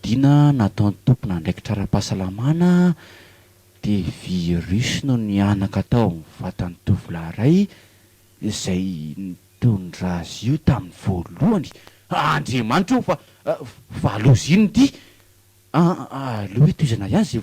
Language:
Malagasy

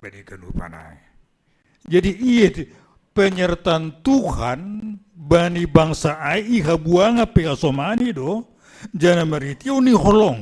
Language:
Batak Simalungun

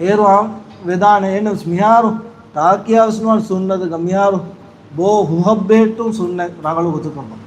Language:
Divehi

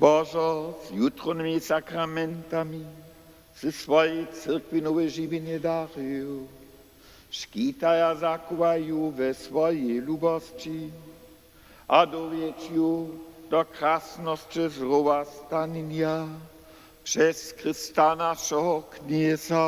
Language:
Upper Sorbian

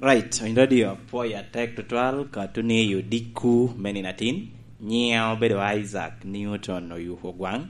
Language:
Lango (Uganda)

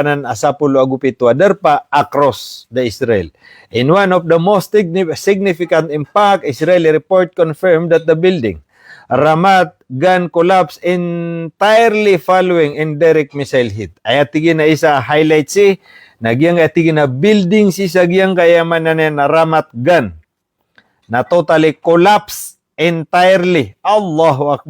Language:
Maranao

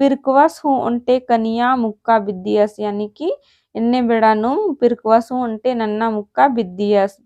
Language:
Kurukh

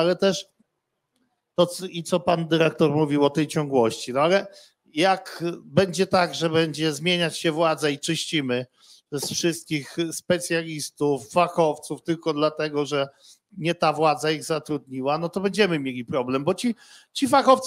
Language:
Polish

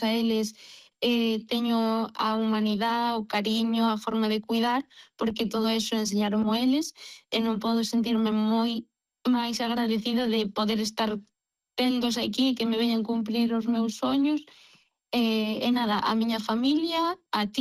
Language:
Galician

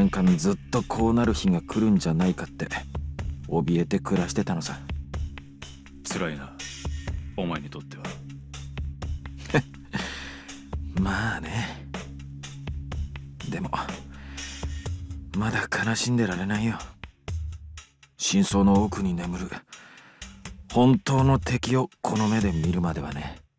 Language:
Japanese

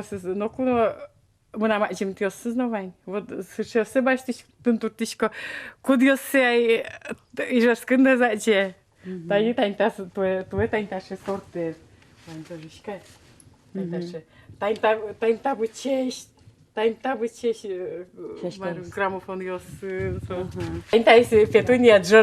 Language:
Udmurt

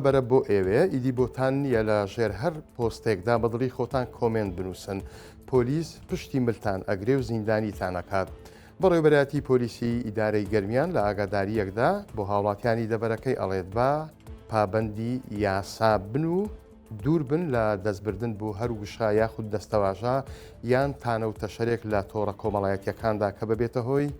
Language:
Central Kurdish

